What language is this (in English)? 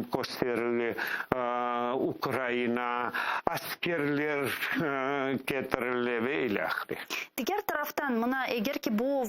Crimean Tatar